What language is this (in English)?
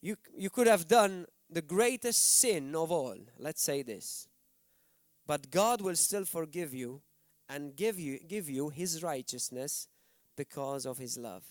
English